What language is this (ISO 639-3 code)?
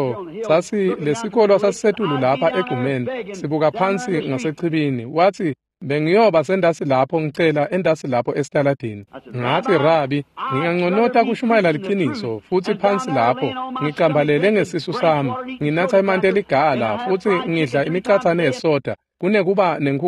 ssw